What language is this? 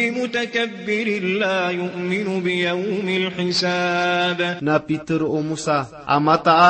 Maranao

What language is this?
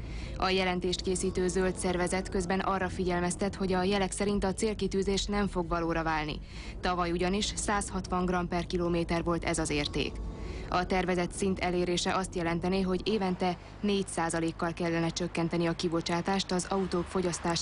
Hungarian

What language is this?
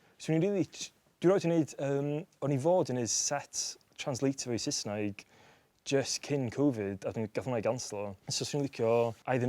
Welsh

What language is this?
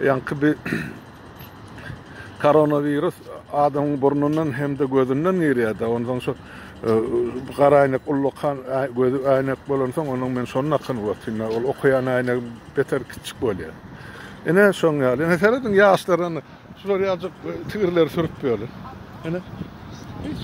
Turkmen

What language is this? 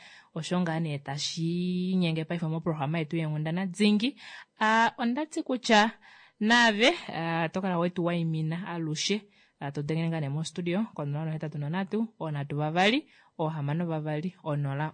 Kuanyama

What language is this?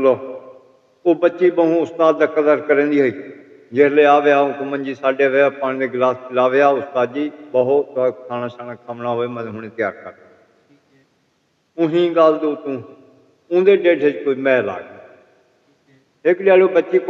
Saraiki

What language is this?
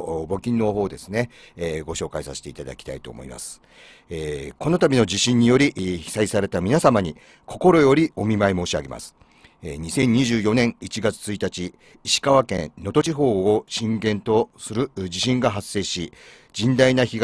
Japanese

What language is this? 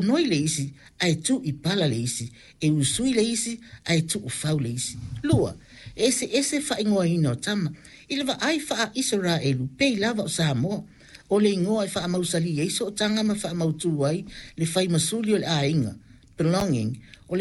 Samoan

